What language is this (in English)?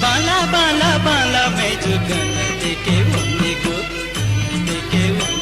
Newari